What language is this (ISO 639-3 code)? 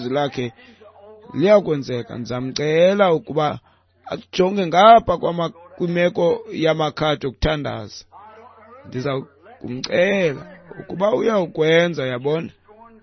xho